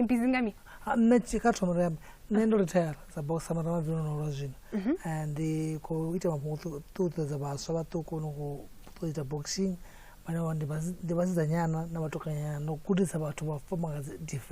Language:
Venda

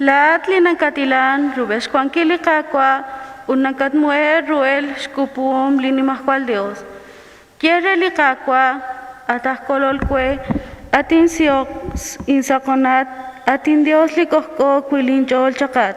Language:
Kekchí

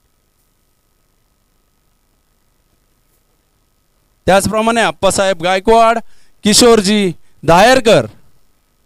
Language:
Marathi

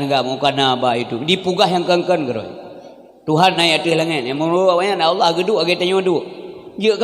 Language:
Achinese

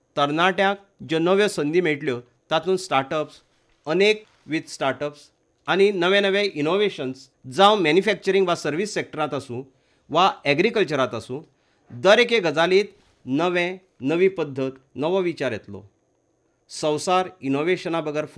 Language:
Konkani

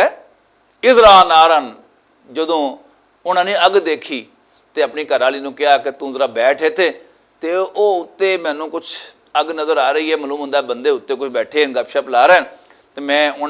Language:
Western Panjabi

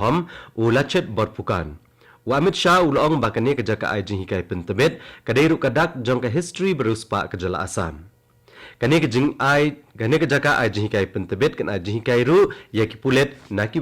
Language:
Khasi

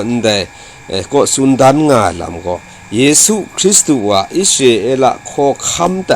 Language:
Kachin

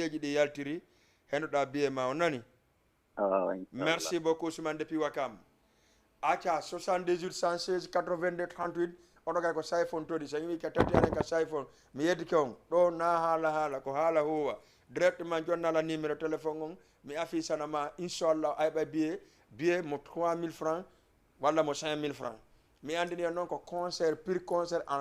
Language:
Fula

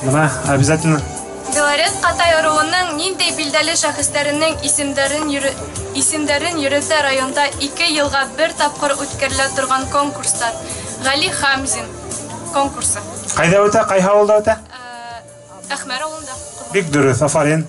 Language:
Bashkir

